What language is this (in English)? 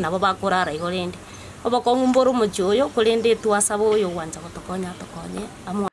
Gusii